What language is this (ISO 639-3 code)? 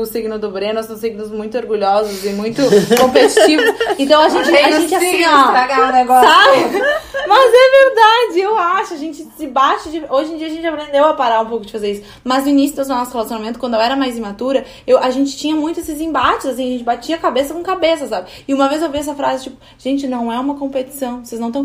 por